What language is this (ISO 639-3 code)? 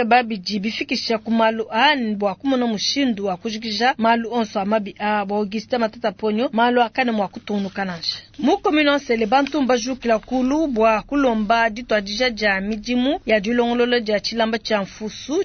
lua